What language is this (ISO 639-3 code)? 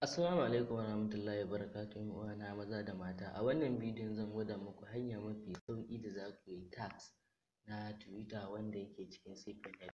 hau